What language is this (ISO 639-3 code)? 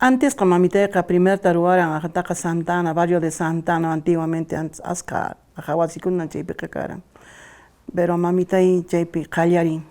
que